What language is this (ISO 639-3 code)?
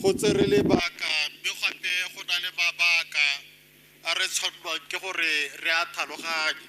tsn